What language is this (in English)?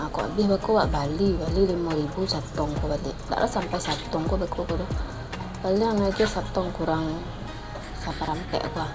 Minangkabau